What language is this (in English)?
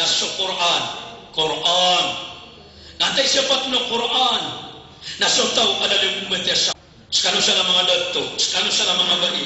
Maranao